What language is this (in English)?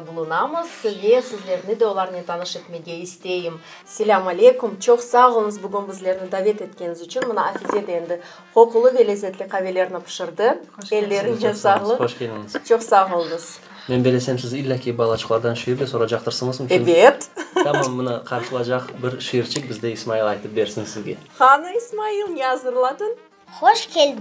Crimean Tatar